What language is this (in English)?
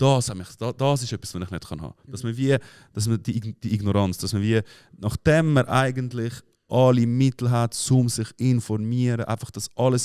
Swiss German